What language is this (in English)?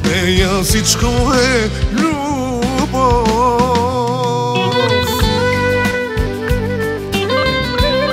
Bulgarian